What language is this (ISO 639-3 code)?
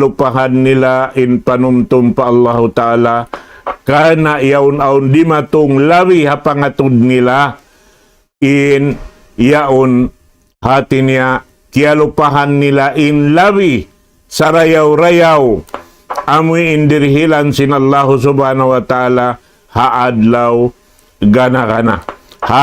tsg